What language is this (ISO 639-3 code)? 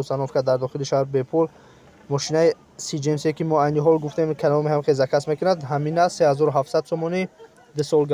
tgk